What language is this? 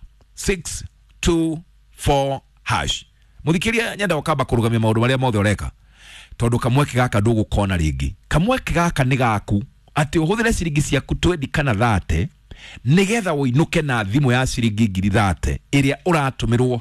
Kikuyu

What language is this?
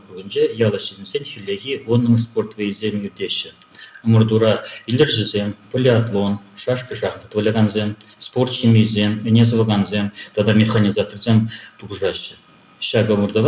Chuvash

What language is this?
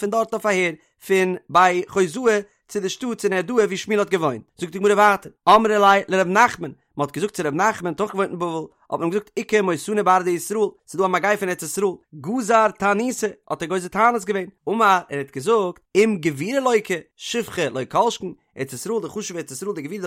Yiddish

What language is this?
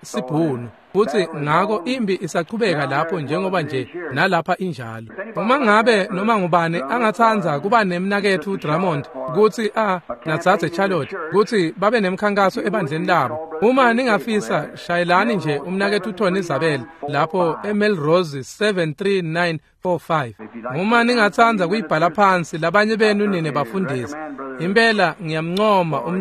Swati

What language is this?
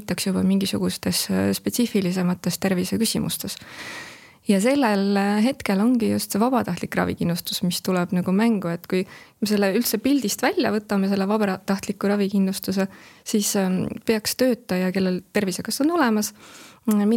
Estonian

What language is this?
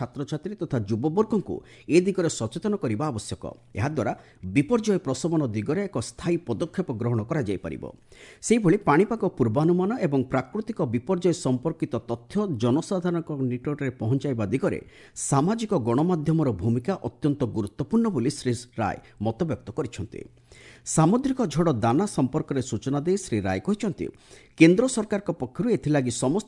Odia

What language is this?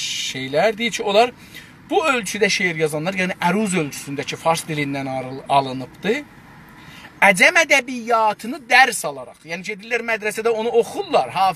South Azerbaijani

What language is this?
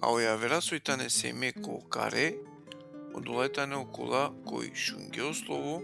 Balkan Romani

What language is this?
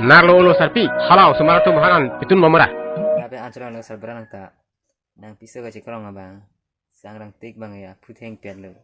Karbi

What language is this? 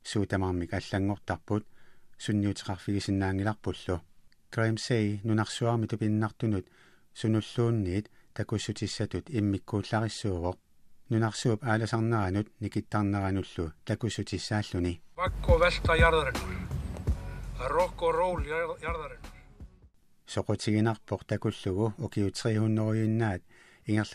Kalaallisut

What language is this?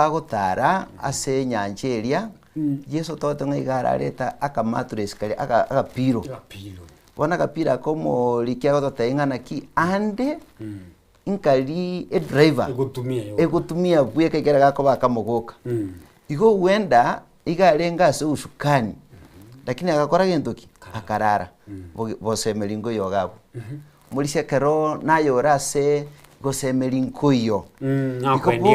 Gusii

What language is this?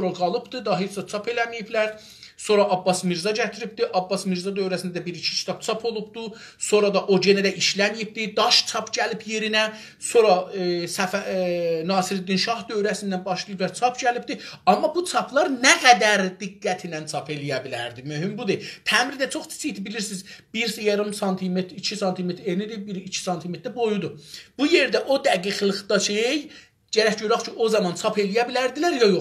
South Azerbaijani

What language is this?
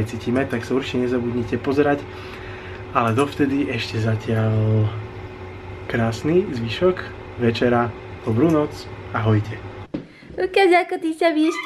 Slovak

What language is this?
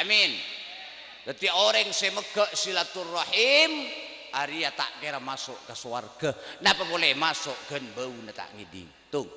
Madurese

